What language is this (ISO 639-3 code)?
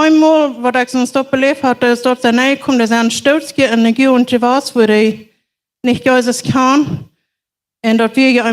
pdt